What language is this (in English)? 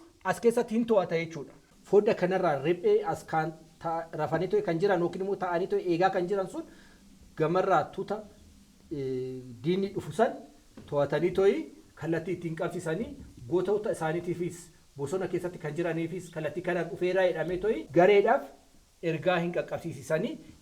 Oromo